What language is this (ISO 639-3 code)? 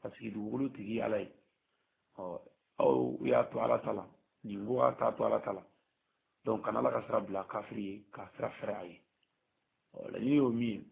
bam